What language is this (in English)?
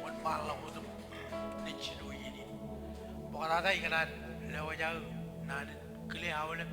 Marshallese